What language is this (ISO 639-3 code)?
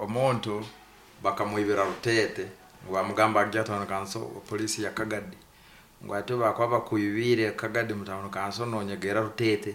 nyn